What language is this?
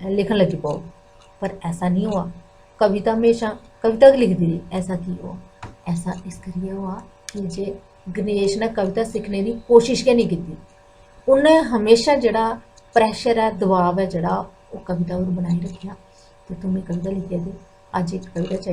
Dogri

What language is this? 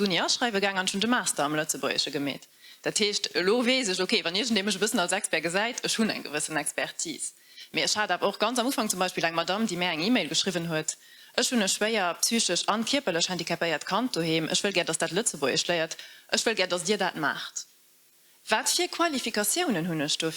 Luxembourgish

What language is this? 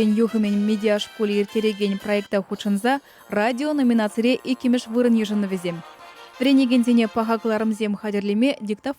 Chuvash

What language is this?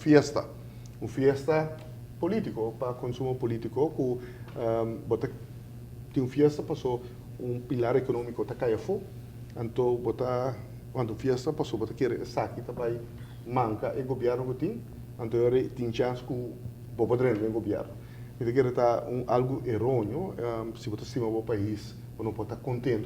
Papiamento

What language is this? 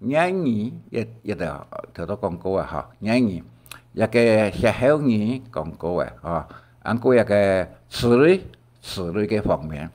Hakka Chinese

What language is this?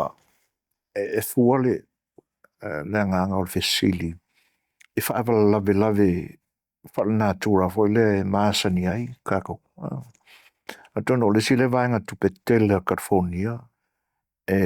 Samoan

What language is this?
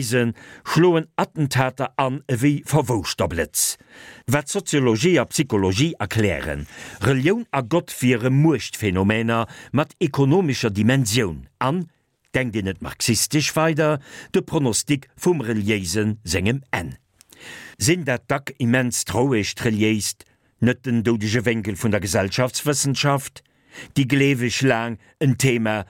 Luxembourgish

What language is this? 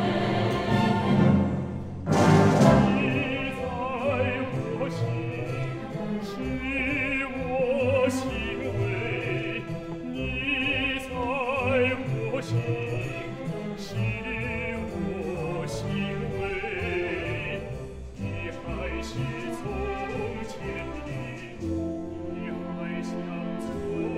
Chinese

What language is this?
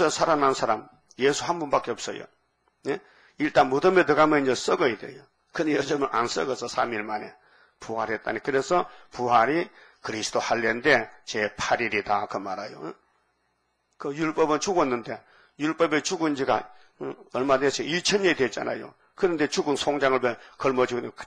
Korean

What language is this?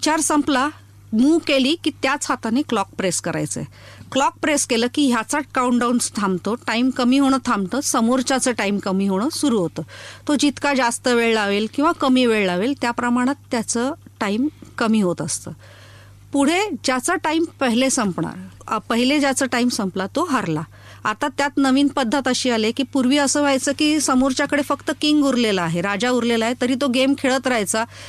Marathi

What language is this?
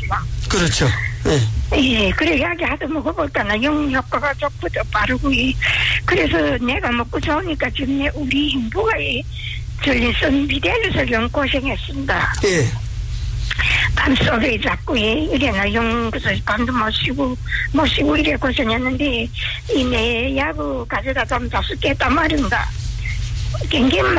Korean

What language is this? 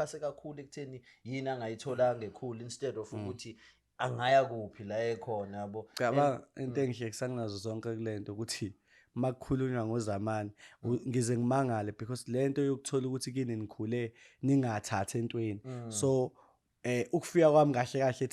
Zulu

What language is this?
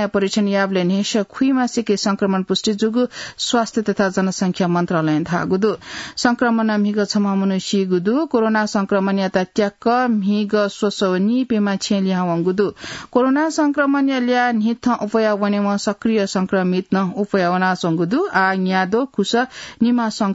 Newari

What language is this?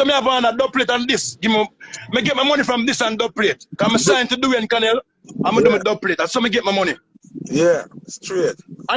Jamaican Creole English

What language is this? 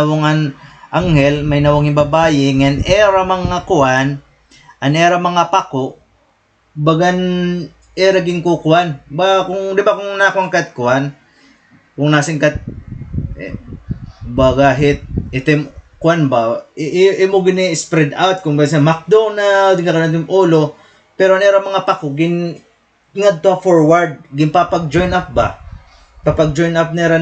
Waray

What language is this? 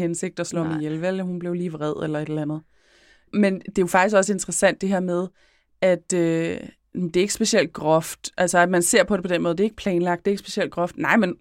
Danish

